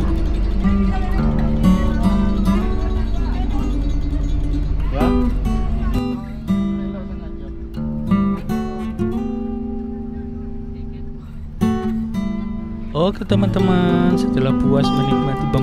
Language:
Indonesian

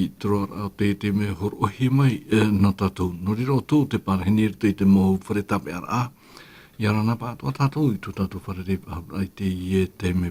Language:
Tahitian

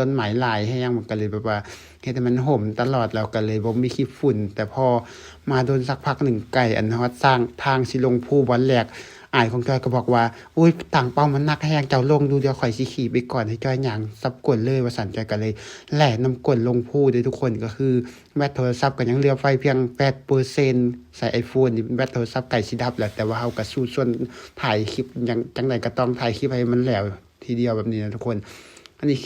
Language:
Lao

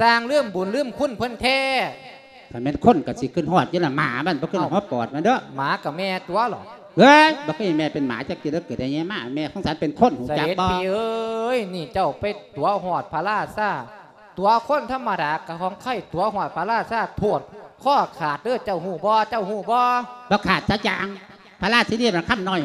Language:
Lao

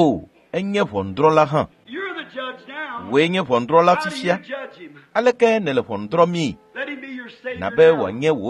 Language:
Ewe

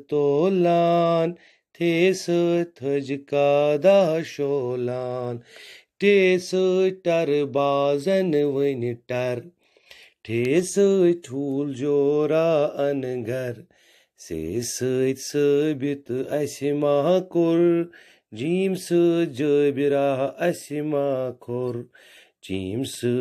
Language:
Kashmiri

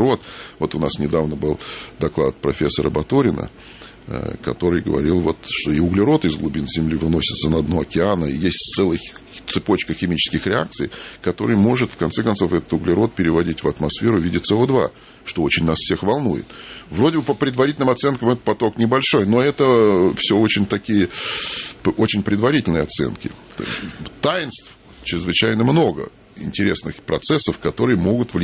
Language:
Russian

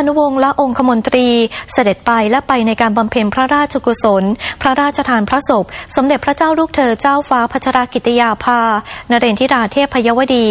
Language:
Thai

